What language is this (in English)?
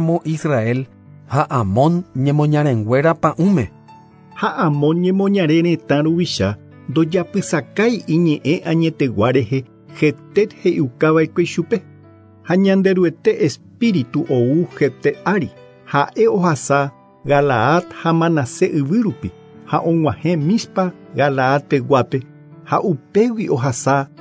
Guarani